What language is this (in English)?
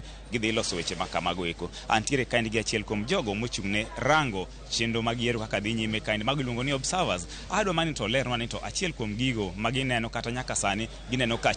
Luo (Kenya and Tanzania)